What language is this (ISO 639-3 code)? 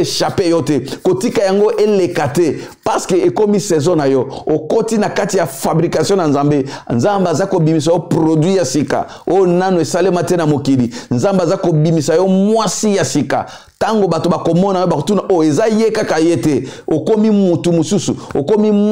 lin